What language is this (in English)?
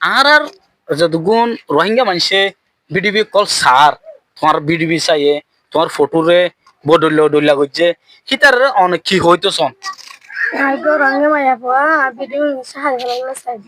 Rohingya